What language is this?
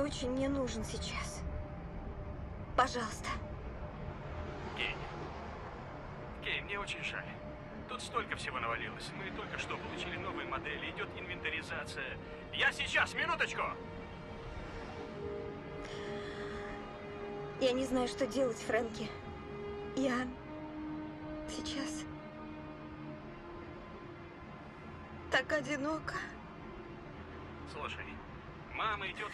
Russian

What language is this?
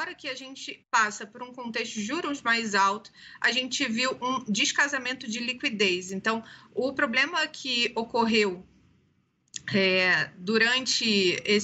Portuguese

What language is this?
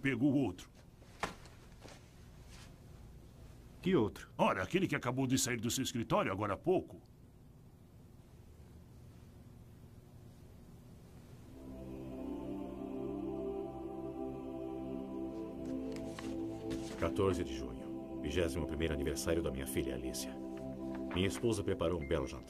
Portuguese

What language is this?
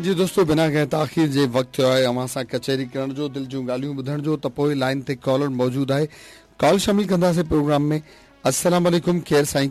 Sindhi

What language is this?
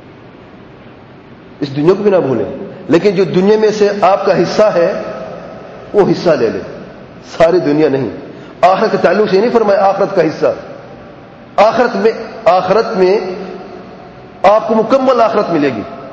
Urdu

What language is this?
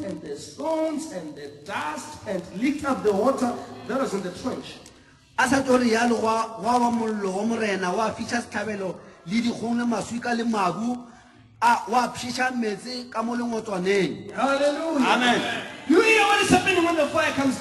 Northern Sotho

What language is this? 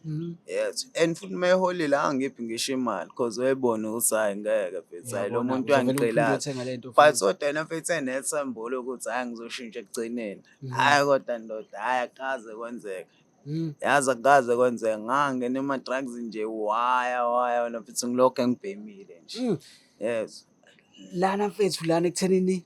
Zulu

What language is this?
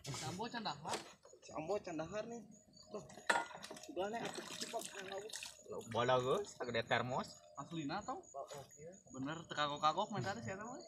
Sundanese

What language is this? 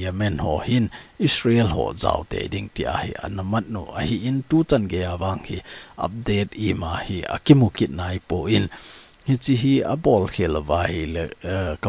Thado Chin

